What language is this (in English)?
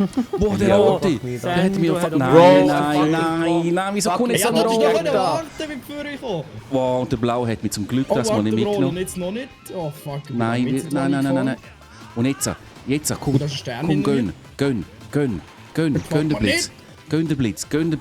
Swiss German